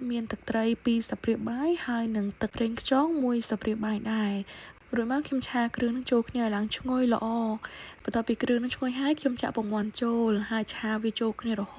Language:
Khmer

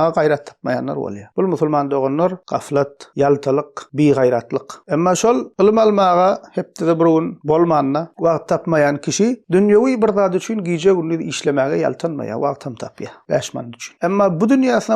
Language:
Turkmen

